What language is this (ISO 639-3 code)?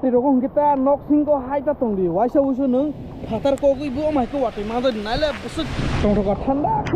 trp